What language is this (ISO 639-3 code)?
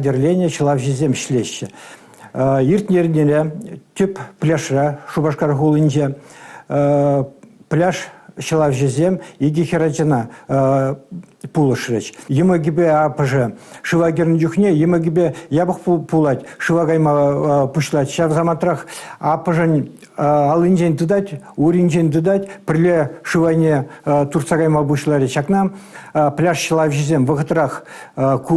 chv